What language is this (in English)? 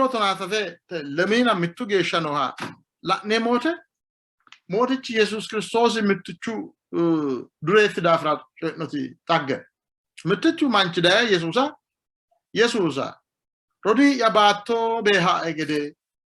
Sidamo